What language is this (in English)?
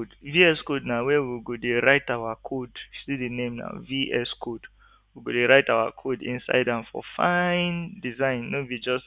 Nigerian Pidgin